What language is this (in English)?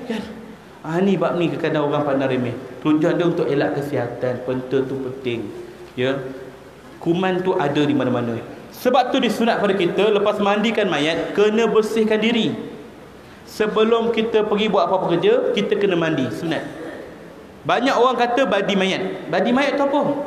Malay